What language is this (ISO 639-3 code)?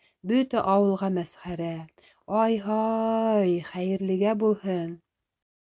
bak